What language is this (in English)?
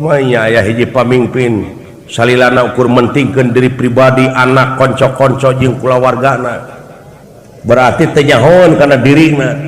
Sundanese